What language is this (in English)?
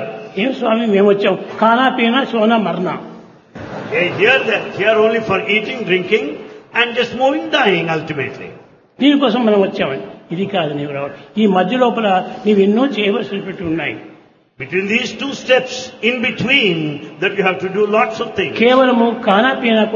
Telugu